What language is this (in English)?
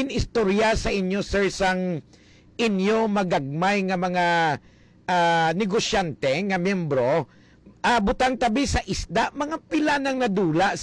Hiligaynon